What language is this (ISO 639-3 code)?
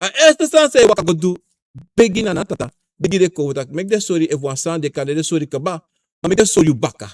srn